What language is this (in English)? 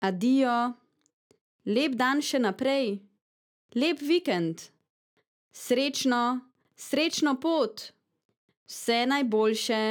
Slovenian